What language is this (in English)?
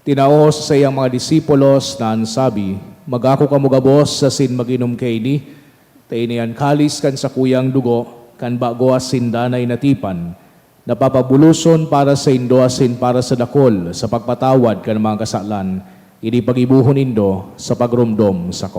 Bikol